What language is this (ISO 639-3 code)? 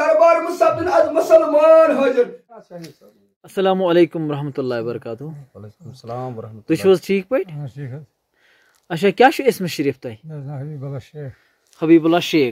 kas